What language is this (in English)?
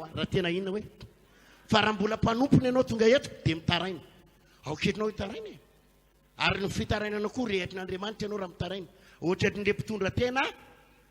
Malagasy